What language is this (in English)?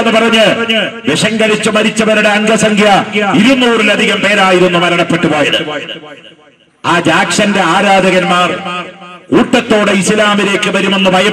Malayalam